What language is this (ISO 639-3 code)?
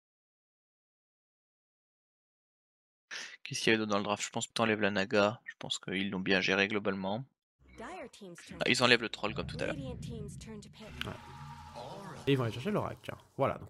fra